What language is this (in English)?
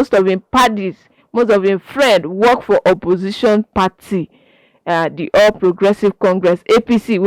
Nigerian Pidgin